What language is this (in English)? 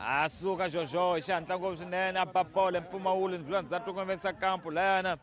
Tsonga